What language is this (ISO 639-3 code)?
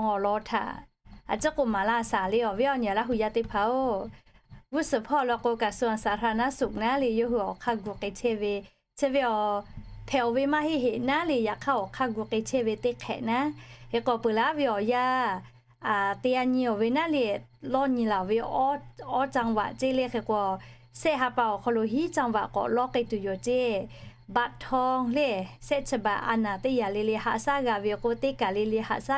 lhu